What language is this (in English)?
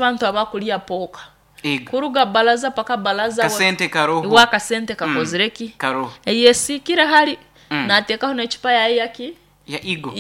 Nyoro